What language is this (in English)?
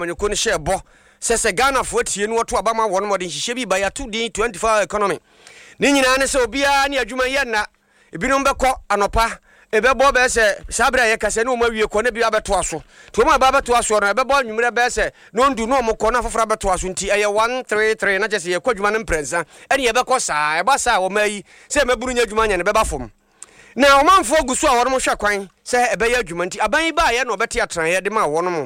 Akan